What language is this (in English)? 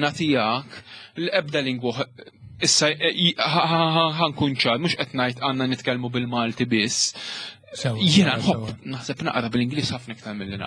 Maltese